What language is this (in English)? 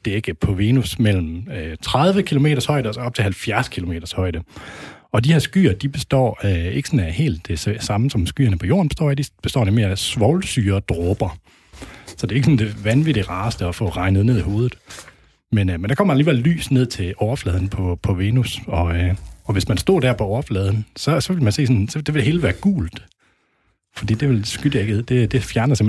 Danish